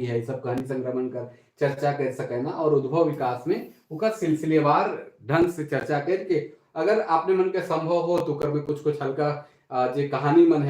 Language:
Sadri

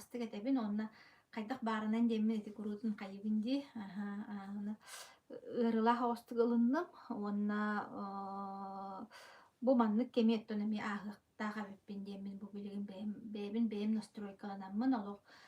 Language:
Yakut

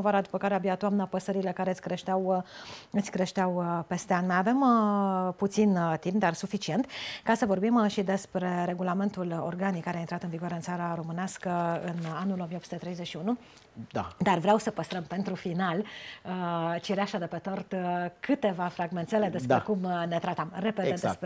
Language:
Romanian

